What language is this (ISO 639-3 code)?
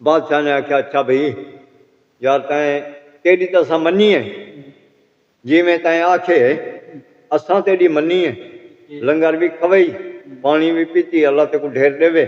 skr